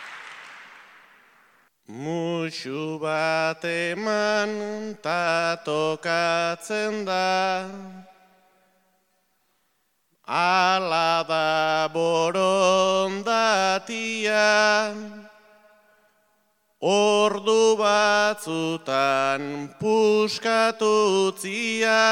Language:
Basque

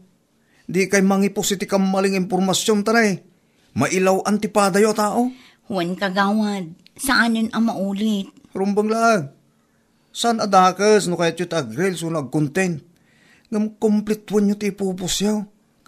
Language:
Iloko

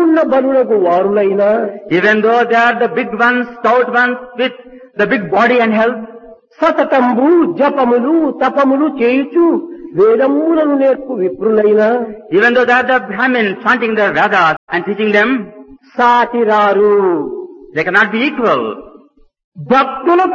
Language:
Telugu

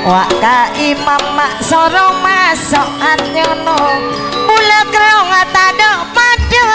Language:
Madurese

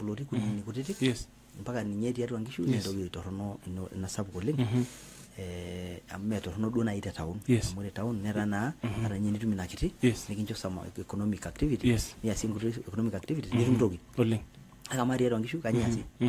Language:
Masai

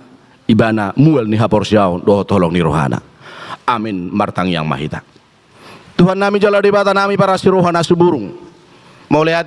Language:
Batak Toba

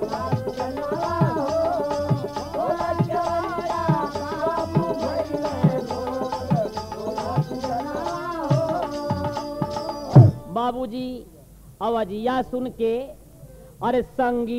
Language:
Bhojpuri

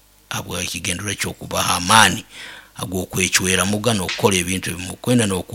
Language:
Nyoro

